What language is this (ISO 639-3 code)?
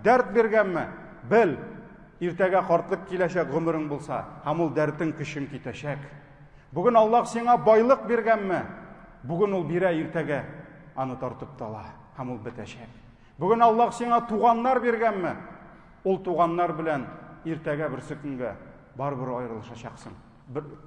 tat